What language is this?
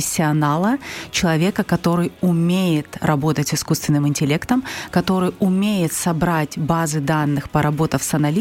Russian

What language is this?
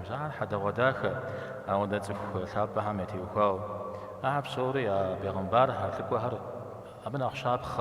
Kabardian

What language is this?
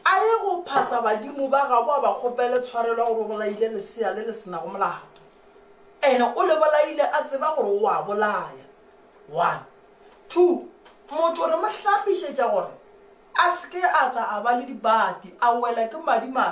Northern Sotho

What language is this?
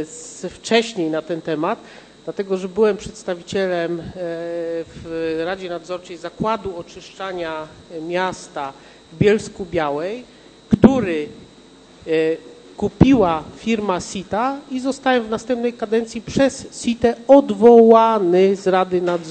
Polish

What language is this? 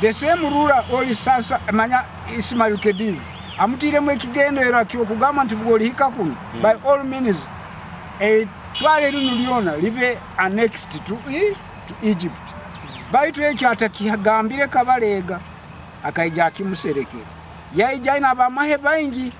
Nyoro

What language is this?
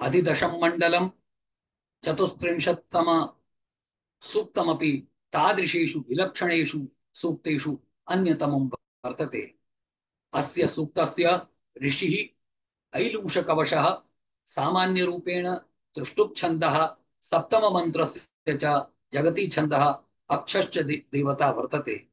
Sanskrit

